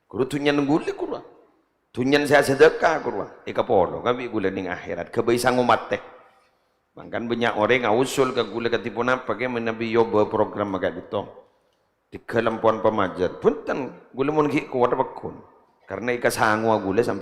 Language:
Madurese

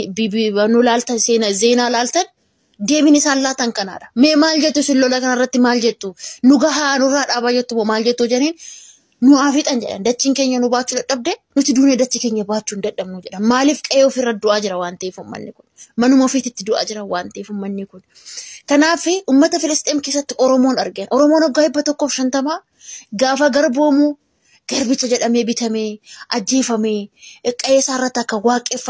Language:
Oromo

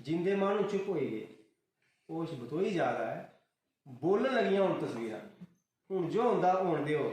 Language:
Dogri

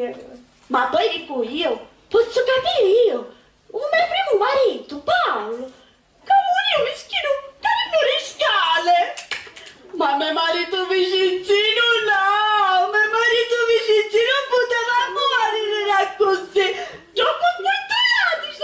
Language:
Sicilian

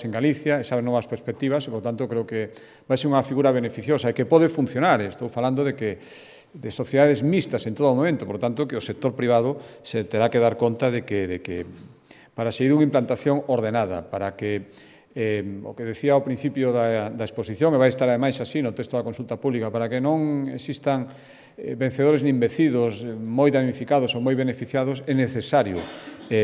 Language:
Galician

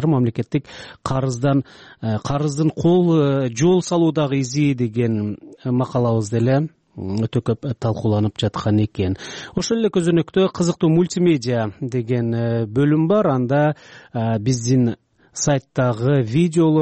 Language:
Kyrgyz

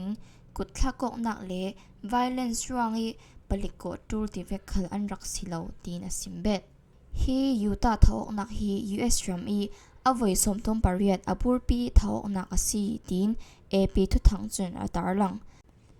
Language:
Falam Chin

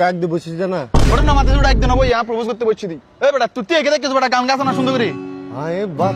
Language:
Rohingya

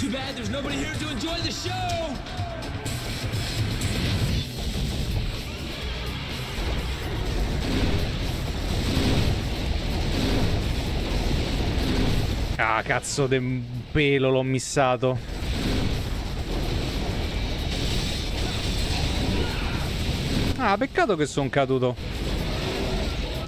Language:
Italian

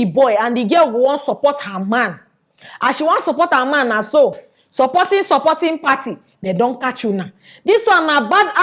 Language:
Nigerian Pidgin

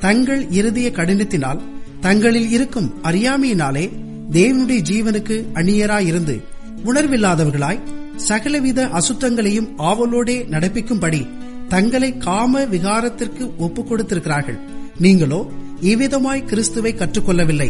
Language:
Tamil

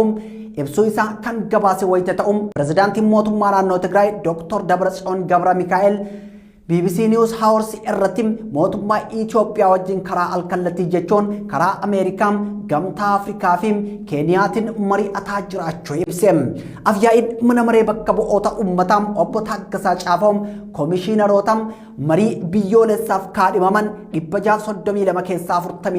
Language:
Oromo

